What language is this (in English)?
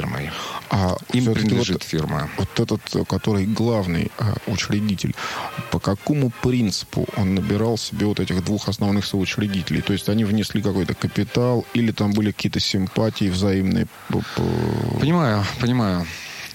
Russian